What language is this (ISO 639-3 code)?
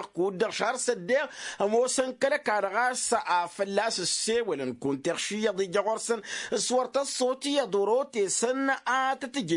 taq